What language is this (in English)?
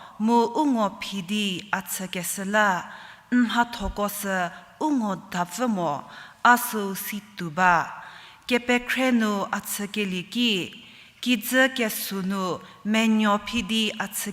Angami Naga